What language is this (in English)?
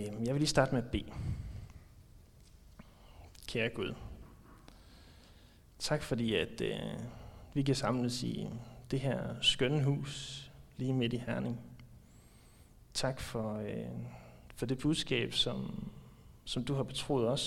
Danish